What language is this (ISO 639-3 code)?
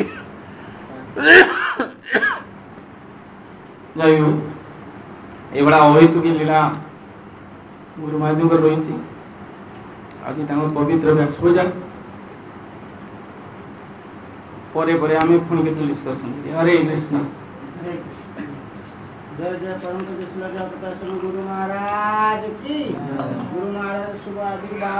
ori